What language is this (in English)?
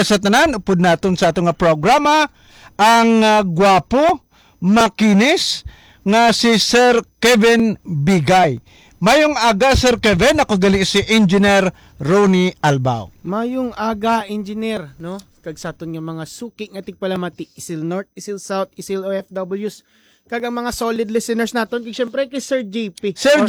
Hiligaynon